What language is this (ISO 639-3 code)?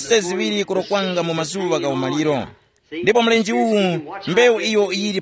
tum